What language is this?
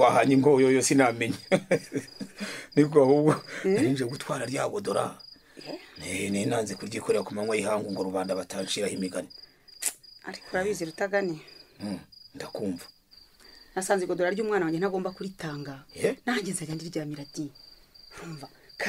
Kinyarwanda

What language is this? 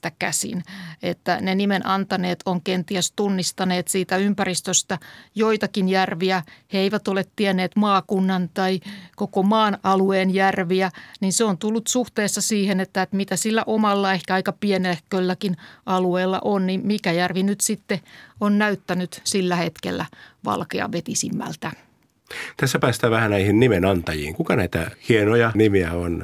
Finnish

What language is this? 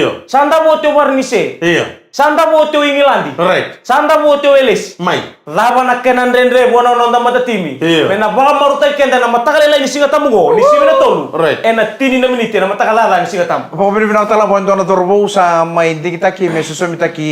Fijian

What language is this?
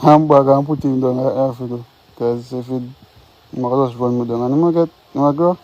Jamaican Creole English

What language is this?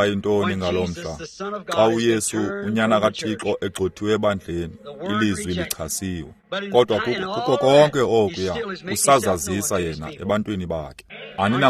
Xhosa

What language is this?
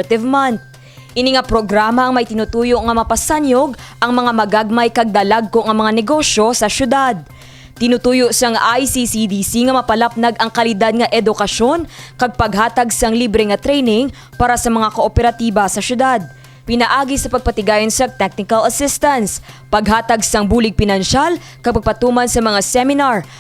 Hiligaynon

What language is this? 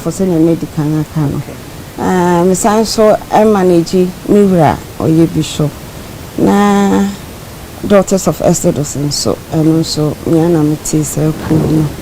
Akan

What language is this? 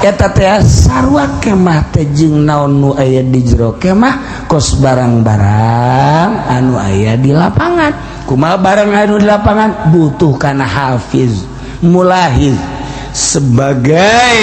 Sundanese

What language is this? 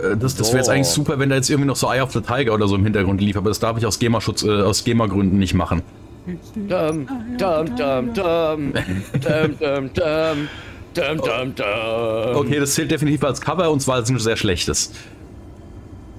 German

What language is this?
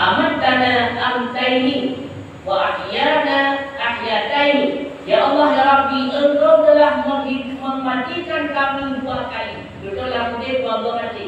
Achinese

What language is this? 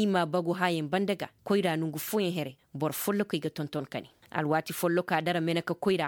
Koyraboro Senni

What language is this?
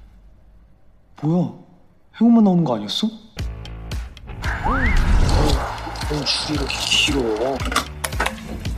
Korean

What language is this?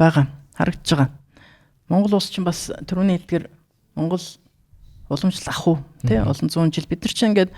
Mongolian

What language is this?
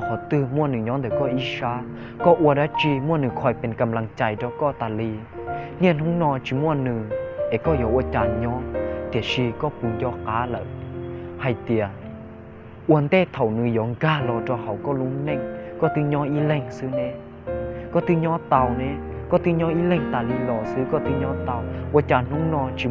Hmong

